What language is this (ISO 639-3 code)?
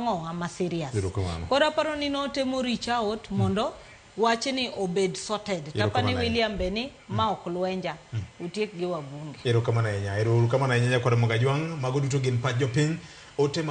luo